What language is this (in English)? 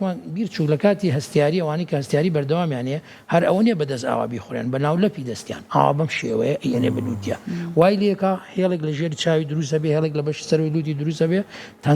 Central Kurdish